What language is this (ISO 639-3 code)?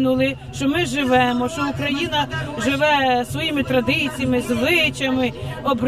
ukr